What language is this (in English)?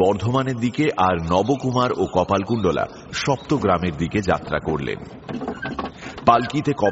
Bangla